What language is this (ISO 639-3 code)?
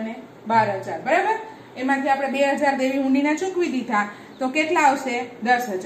guj